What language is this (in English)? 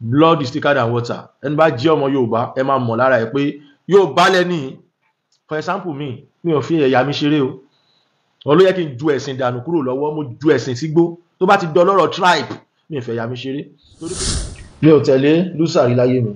Yoruba